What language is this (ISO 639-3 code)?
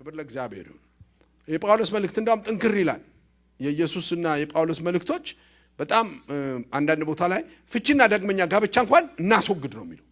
amh